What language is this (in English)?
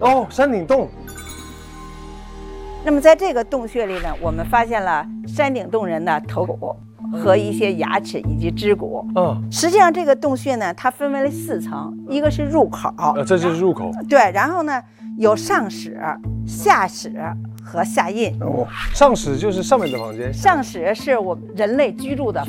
Chinese